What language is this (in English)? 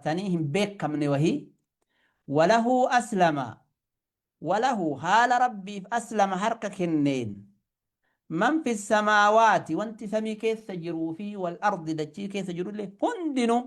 Oromo